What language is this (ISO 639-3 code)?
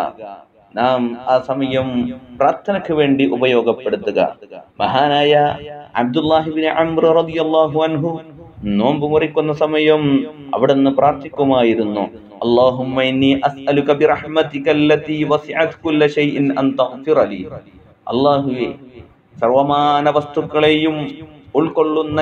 mal